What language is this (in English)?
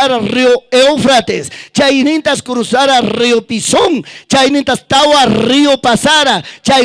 Ayacucho Quechua